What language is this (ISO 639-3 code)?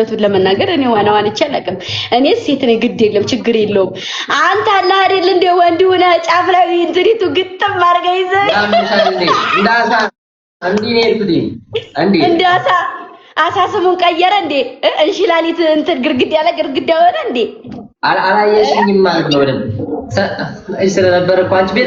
amh